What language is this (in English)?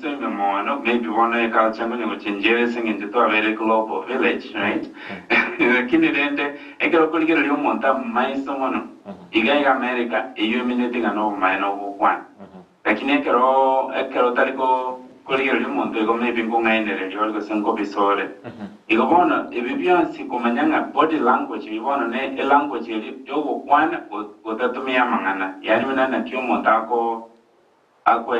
Gusii